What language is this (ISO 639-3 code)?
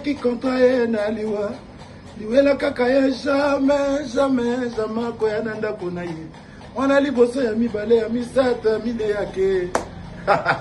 lin